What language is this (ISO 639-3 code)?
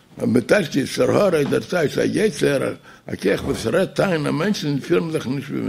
yid